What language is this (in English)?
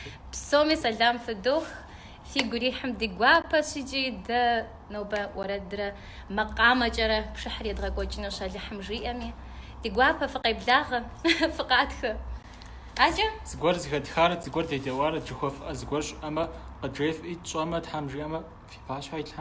Kabardian